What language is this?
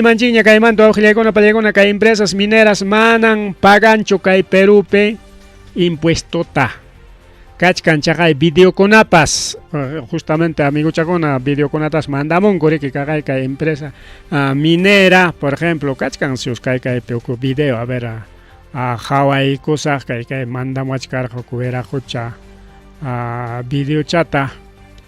Ayacucho Quechua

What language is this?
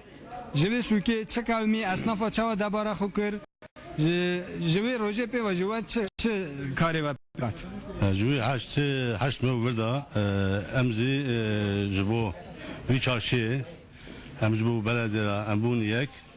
Kurdish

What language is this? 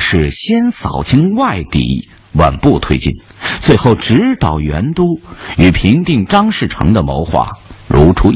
Chinese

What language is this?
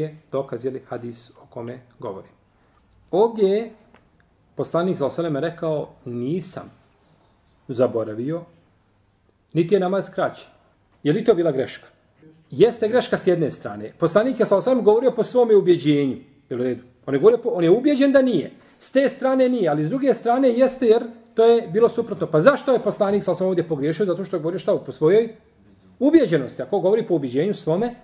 Bosnian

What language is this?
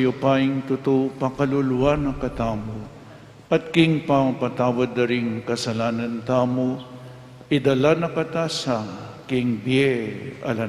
Pampanga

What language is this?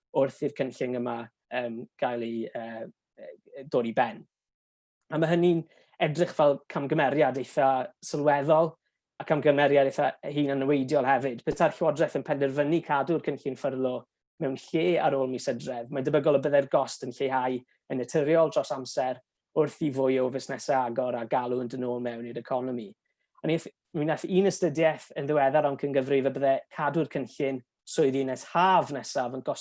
Welsh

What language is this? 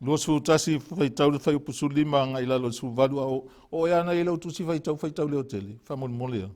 Samoan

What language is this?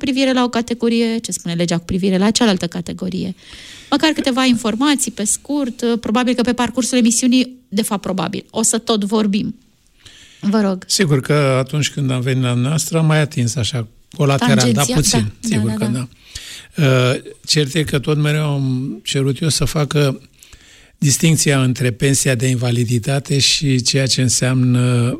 Romanian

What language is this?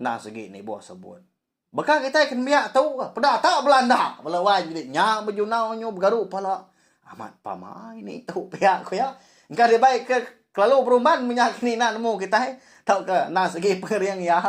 Iban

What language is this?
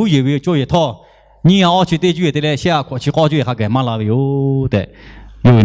Lahu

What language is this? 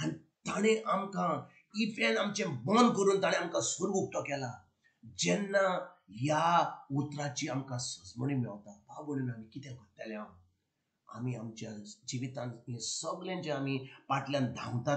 Konkani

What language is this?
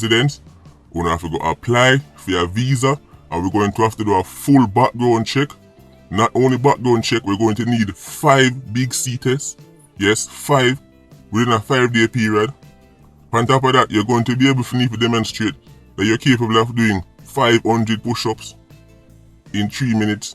Jamaican Creole English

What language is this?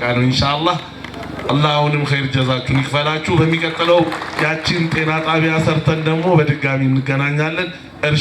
Amharic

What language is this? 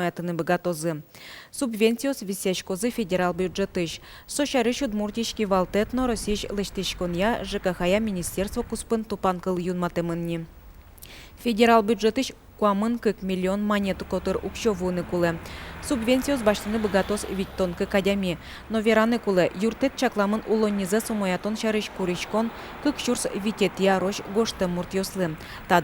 Udmurt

